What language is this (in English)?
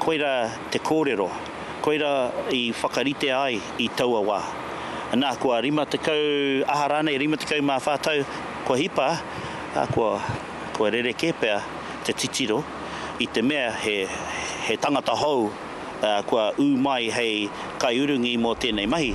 Māori